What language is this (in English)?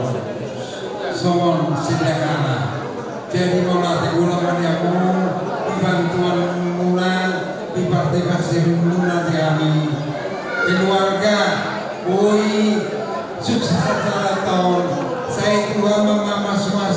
Batak Toba